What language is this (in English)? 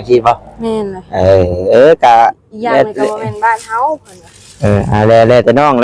Northeastern Thai